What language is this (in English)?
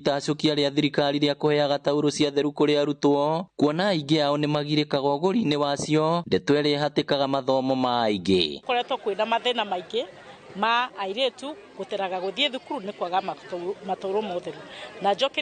Kikuyu